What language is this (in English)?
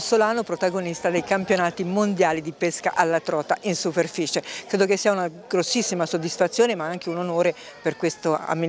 Italian